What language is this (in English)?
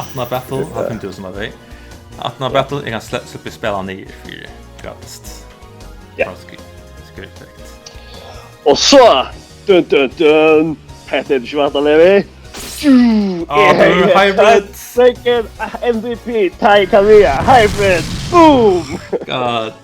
Faroese